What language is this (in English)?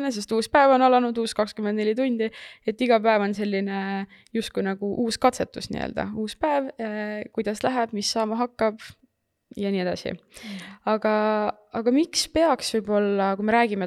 Estonian